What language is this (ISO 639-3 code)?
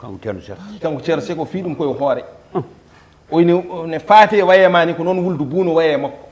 ful